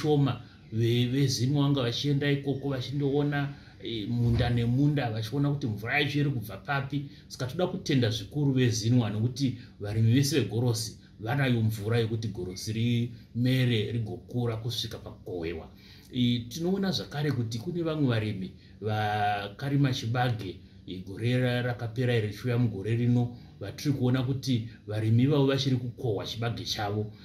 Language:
Shona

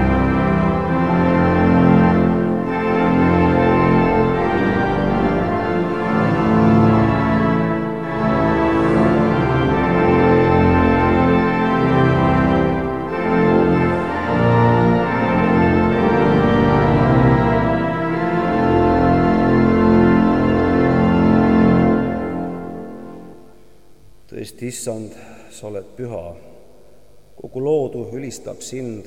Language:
Estonian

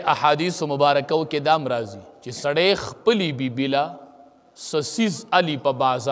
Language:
Pashto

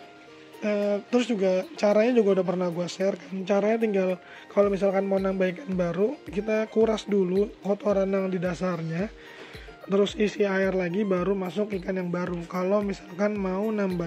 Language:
Indonesian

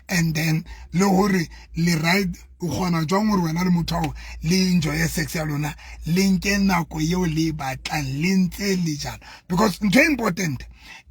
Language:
Southern Sotho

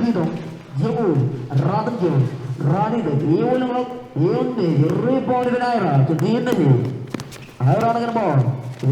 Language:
Marshallese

